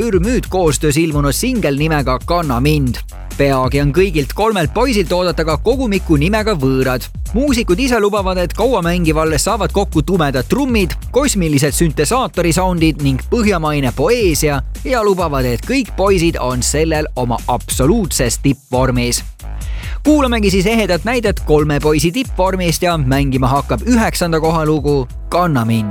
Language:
Estonian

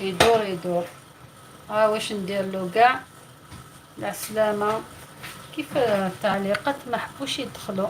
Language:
Algerian Arabic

